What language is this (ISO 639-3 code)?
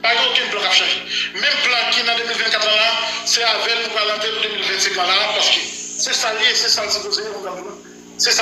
hat